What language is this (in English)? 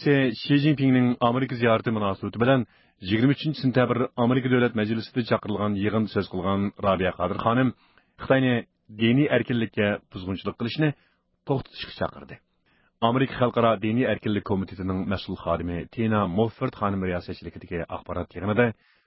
Uyghur